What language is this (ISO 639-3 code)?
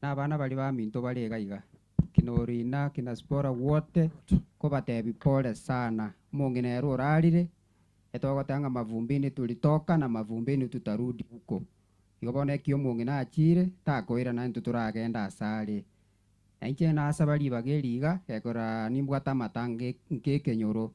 guz